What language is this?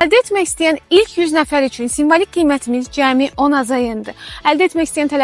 Azerbaijani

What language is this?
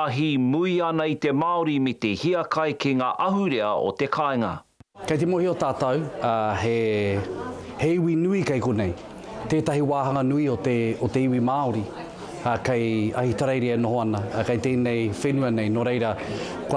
Māori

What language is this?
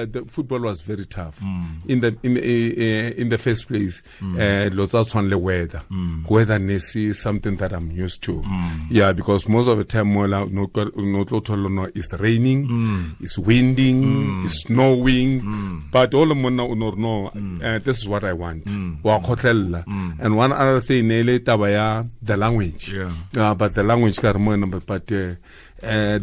Tswana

